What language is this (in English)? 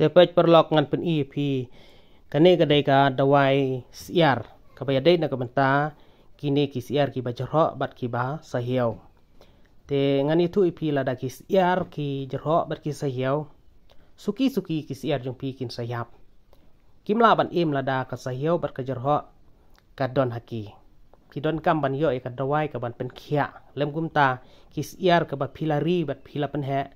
Khasi